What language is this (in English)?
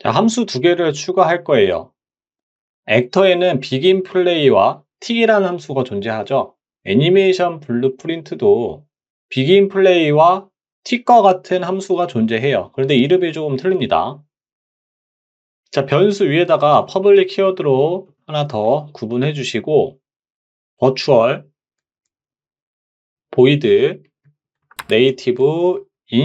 Korean